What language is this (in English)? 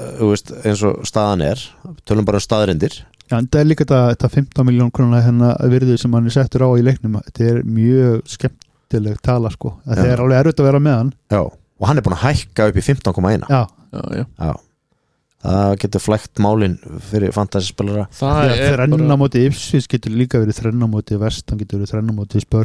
Icelandic